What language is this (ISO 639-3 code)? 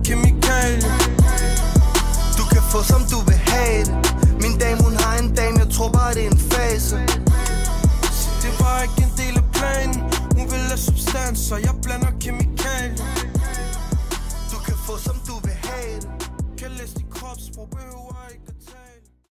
dan